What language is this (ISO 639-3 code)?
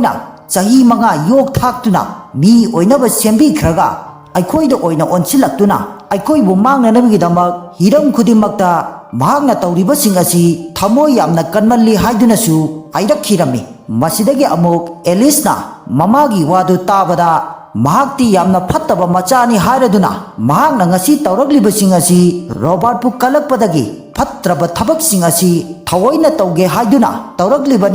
mni